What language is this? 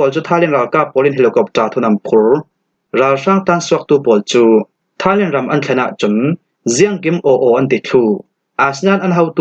Falam Chin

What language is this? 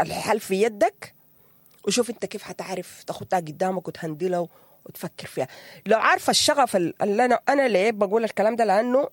Sudanese Arabic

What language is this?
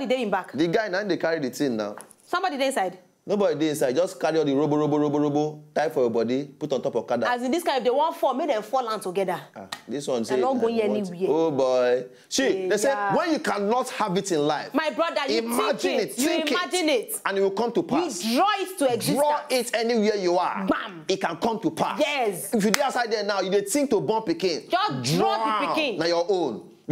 Nigerian Pidgin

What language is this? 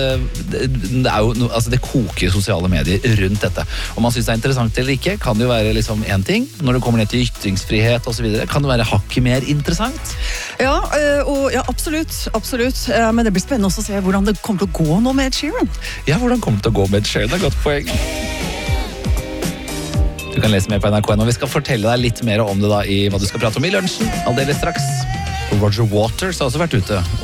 Norwegian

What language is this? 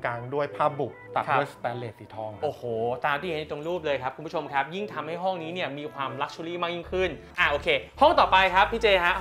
Thai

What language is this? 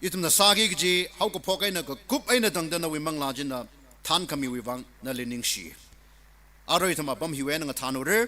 Tangkhul Naga (India)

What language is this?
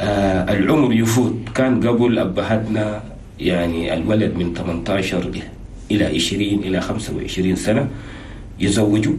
Chadian Arabic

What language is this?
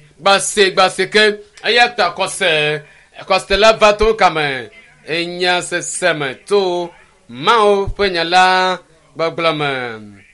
Ewe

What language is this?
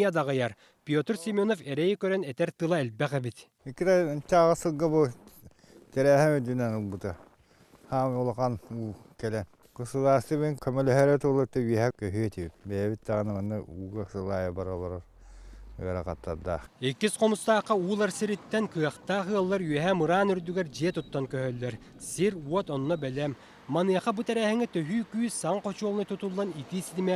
Yakut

